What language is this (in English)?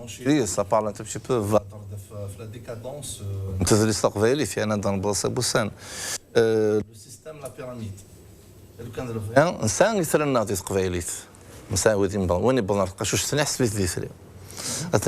Kabyle